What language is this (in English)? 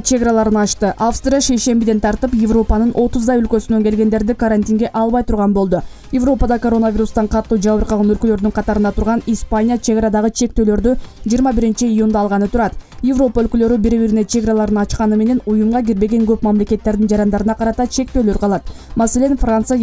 Kyrgyz